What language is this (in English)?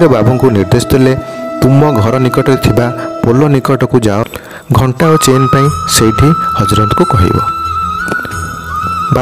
Odia